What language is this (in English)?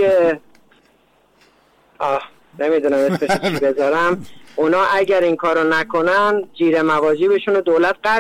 Persian